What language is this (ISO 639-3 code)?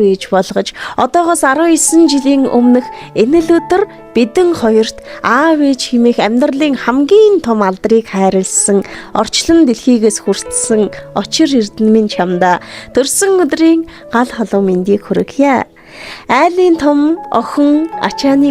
mon